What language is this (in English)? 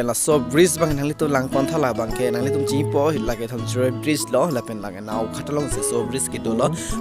Karbi